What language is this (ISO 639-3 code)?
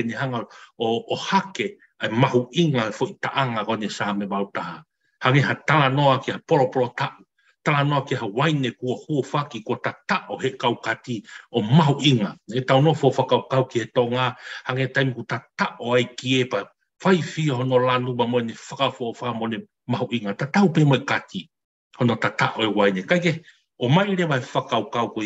ton